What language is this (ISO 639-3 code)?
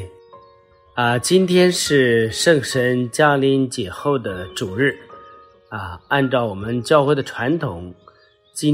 zho